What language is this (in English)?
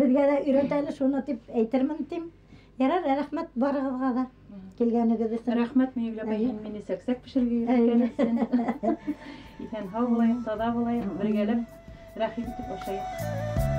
Bashkir